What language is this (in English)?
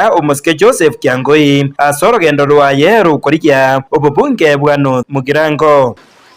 Gusii